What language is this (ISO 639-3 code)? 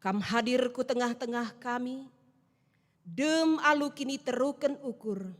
btx